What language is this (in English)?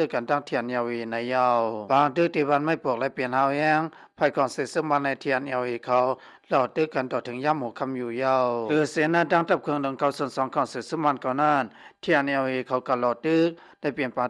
Shan